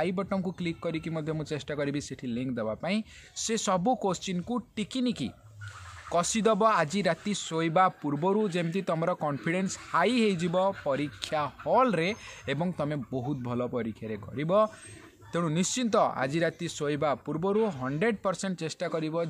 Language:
Odia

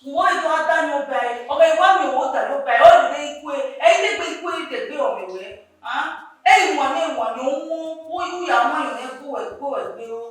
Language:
Bini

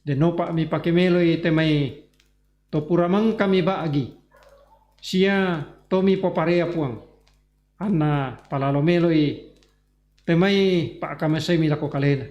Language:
Toraja-Sa'dan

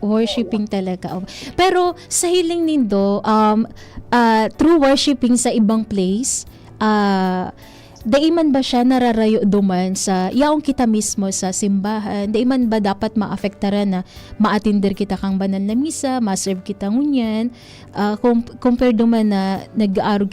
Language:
Bikol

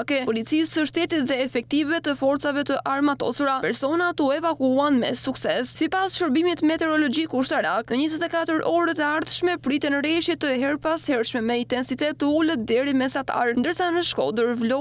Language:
Albanian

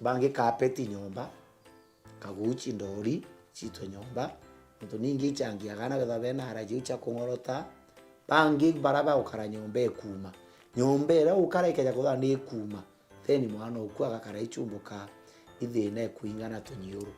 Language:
Meru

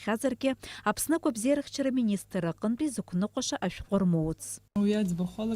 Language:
Abkhazian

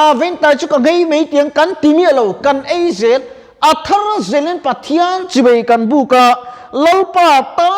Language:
Mizo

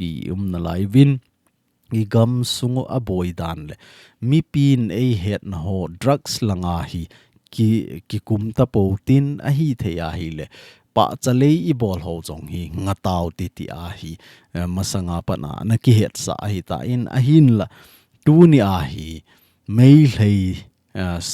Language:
Thado Chin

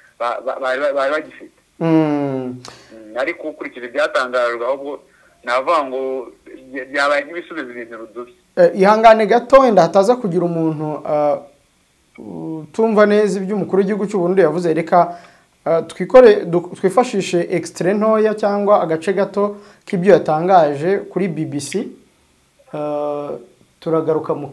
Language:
Kinyarwanda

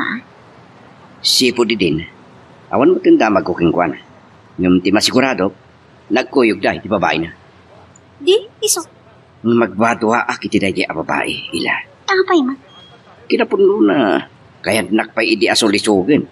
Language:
Iloko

